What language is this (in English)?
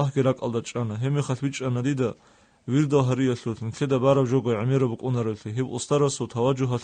Avaric